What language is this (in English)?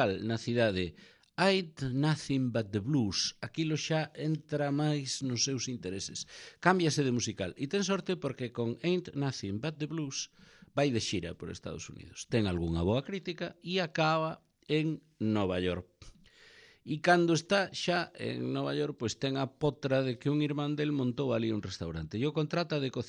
Galician